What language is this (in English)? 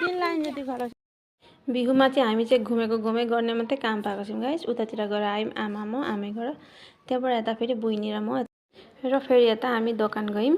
Nepali